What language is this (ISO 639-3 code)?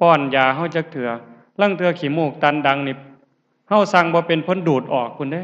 lao